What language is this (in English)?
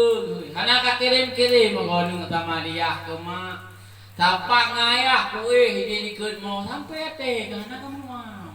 Achinese